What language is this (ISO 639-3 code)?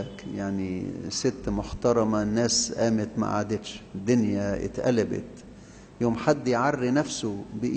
arz